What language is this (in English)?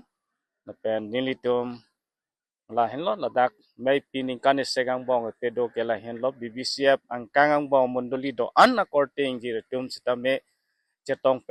Karbi